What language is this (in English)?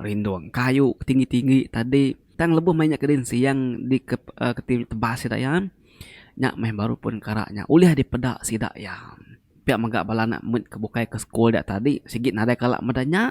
Iban